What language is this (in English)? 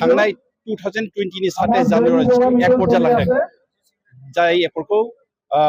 Bodo